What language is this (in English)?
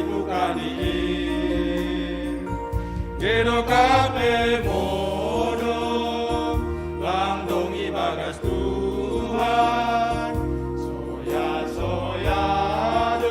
Batak Simalungun